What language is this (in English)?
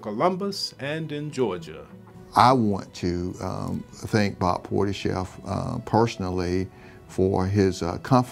English